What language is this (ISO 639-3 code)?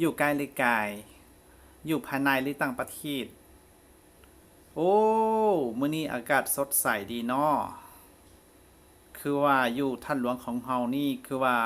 lao